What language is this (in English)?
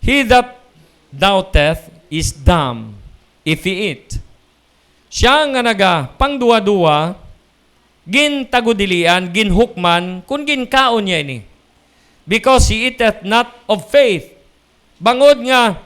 Hiligaynon